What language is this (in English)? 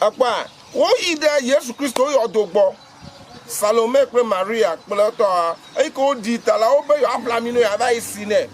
Ewe